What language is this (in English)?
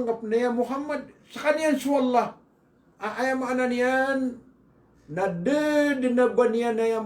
Maranao